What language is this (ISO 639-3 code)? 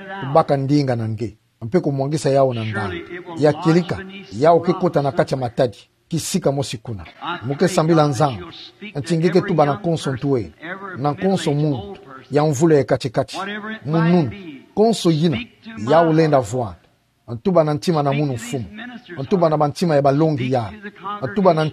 ktu